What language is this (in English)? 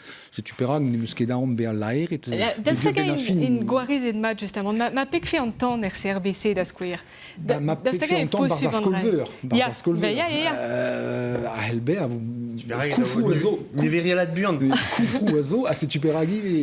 Breton